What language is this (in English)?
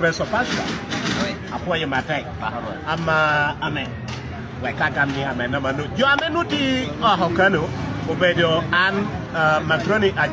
Acoli